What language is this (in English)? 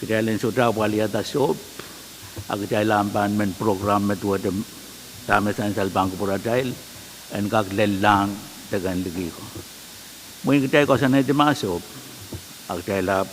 Pohnpeian